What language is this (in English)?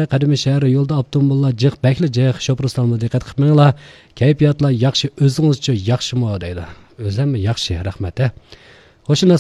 Uyghur